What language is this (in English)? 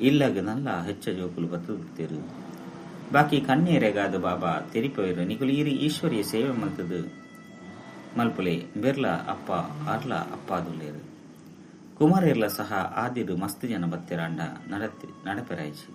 Tulu